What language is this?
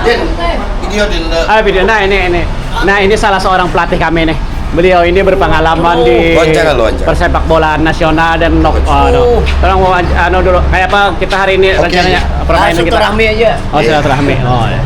Banjar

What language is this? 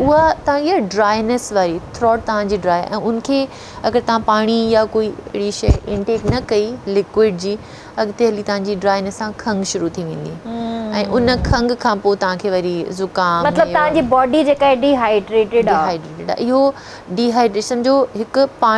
Sindhi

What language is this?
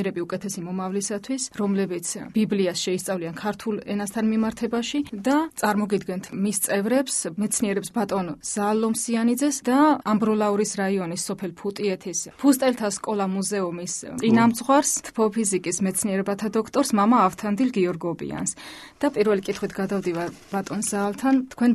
Georgian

